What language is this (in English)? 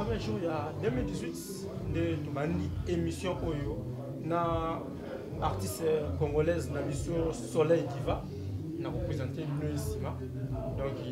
Lingala